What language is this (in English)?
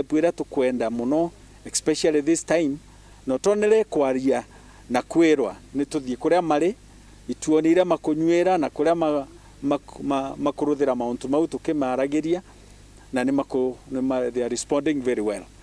Meru